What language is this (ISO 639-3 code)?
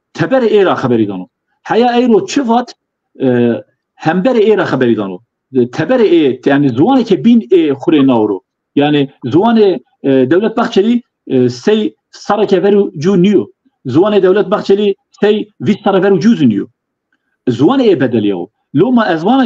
zza